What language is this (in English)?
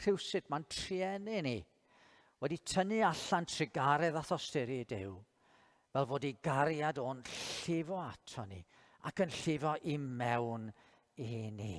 Welsh